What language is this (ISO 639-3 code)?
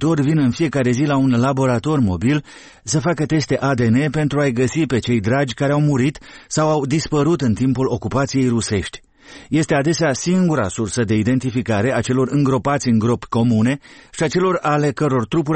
ron